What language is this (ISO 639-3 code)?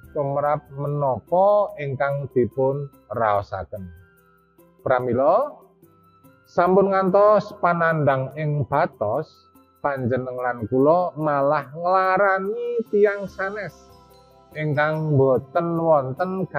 jav